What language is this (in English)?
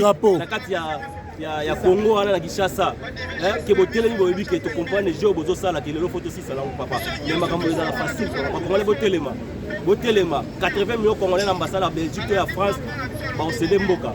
Lingala